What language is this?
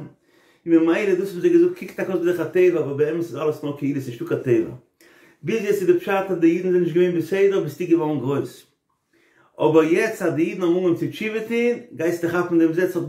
Yiddish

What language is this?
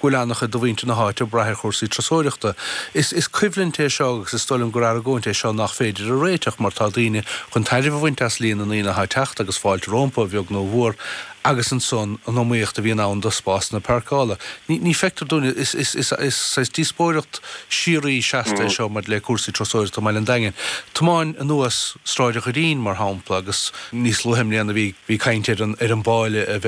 Irish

